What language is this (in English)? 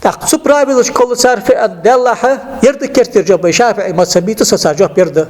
Ingush